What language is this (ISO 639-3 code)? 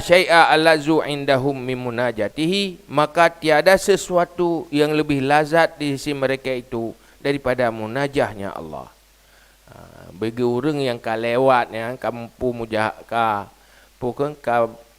ace